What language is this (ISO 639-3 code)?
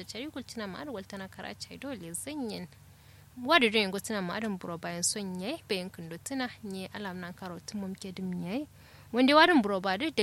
kau